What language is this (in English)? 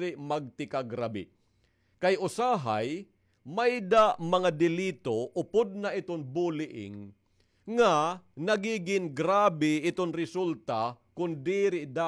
Waray